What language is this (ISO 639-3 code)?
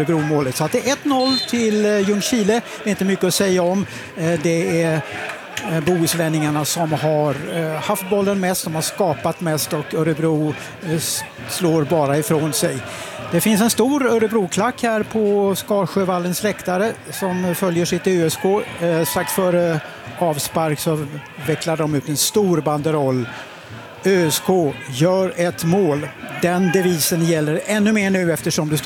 swe